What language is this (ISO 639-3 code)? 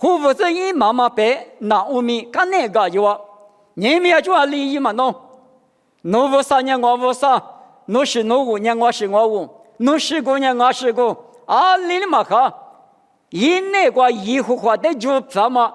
lis